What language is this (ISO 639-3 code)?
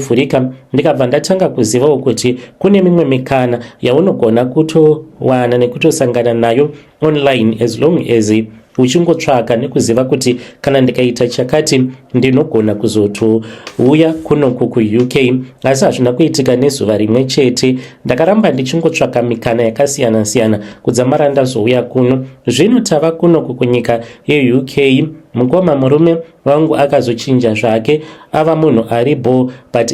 sna